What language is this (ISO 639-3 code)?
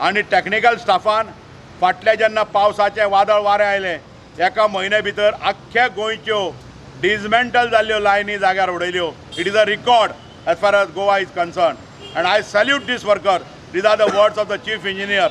kok